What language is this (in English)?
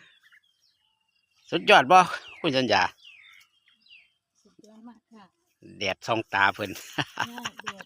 Lao